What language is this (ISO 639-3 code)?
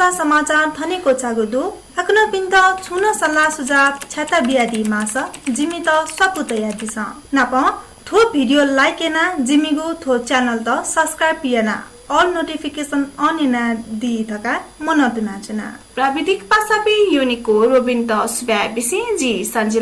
new